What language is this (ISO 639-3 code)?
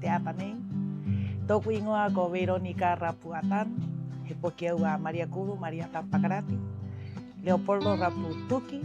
rap